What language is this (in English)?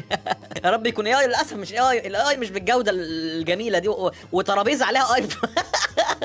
Egyptian Arabic